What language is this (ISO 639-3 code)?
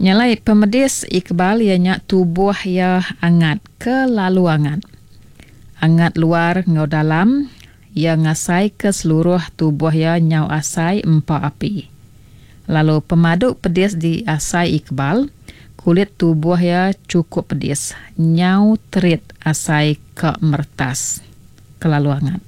iba